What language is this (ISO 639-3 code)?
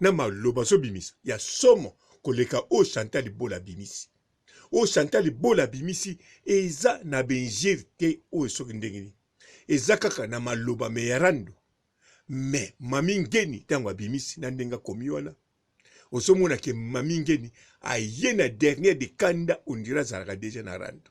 lin